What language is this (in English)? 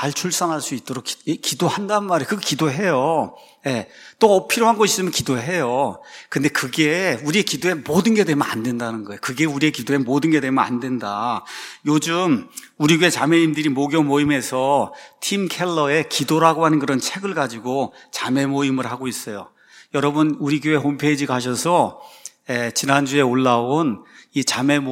Korean